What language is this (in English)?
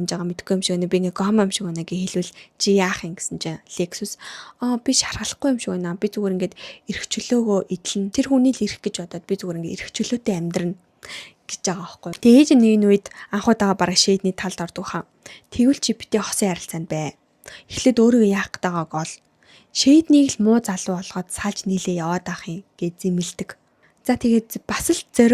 Mongolian